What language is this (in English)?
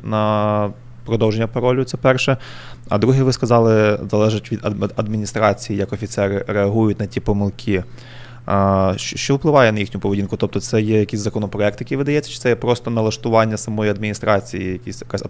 Ukrainian